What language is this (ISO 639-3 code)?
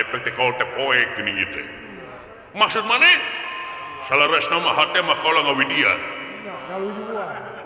sun